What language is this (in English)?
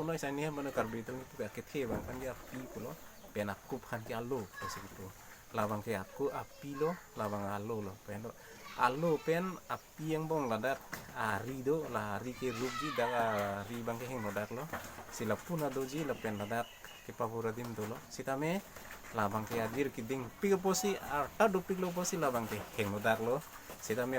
Karbi